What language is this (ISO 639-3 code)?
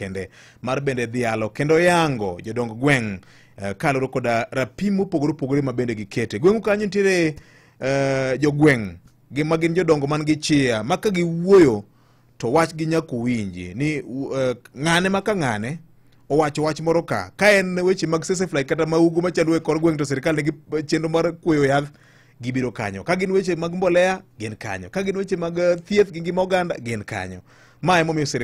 luo